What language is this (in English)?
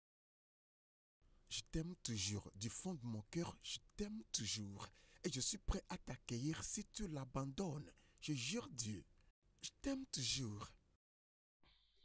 French